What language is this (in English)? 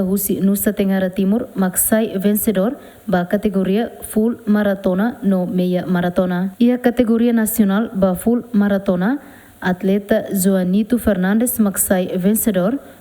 Tetum